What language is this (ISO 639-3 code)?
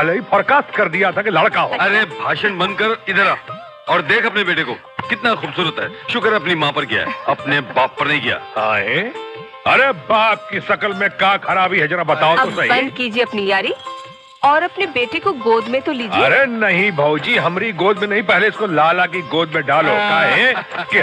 hin